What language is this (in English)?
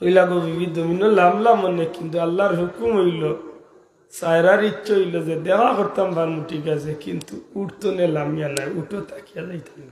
Sylheti